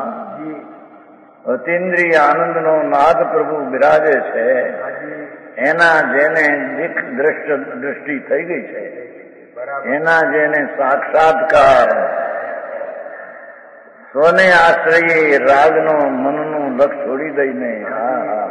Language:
Gujarati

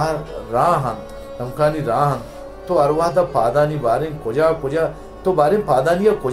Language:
Baluchi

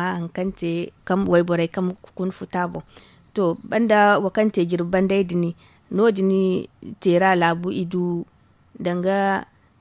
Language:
Zarma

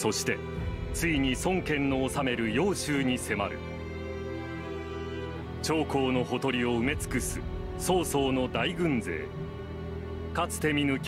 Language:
Japanese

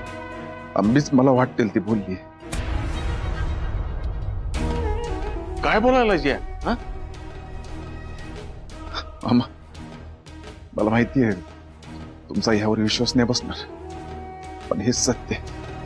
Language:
Marathi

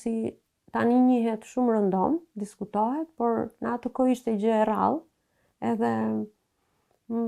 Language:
Albanian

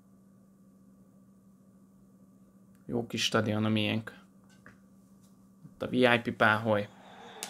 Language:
Hungarian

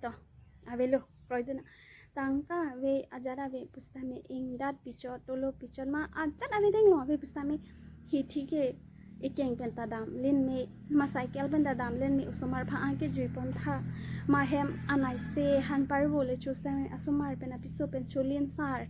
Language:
Karbi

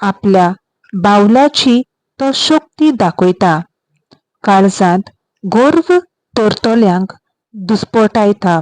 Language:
Konkani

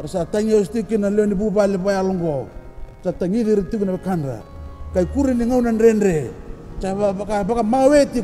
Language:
Fijian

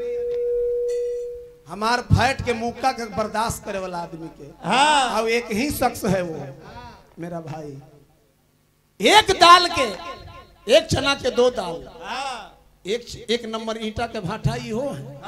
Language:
Bhojpuri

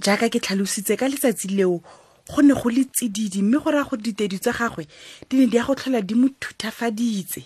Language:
Tswana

